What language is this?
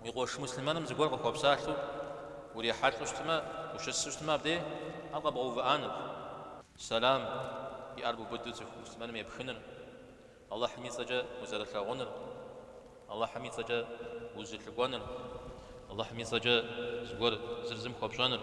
Kabardian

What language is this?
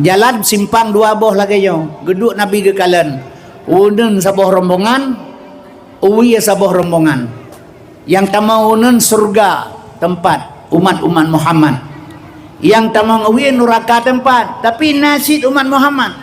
Achinese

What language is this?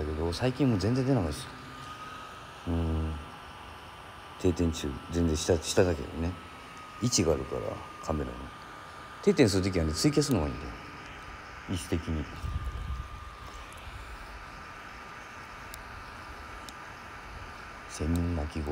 Japanese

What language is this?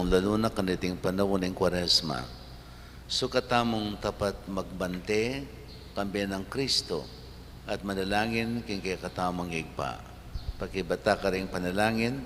Pampanga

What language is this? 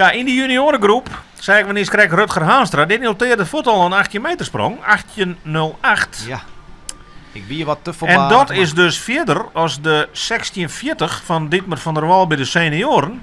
Western Frisian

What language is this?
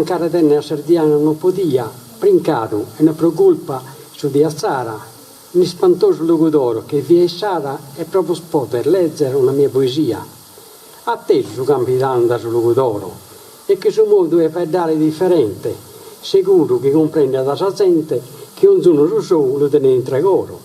Sardinian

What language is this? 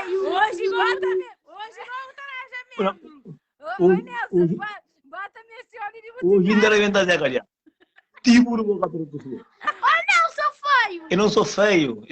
Kabuverdianu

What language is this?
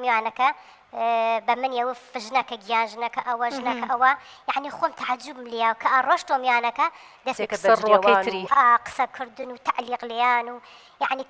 Central Kurdish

